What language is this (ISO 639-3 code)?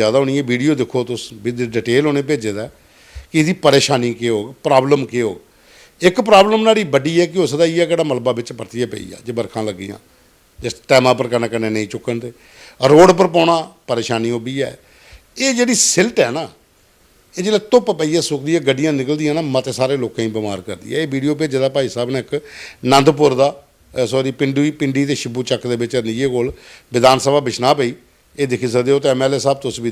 doi